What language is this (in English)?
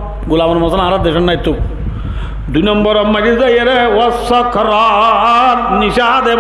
Rohingya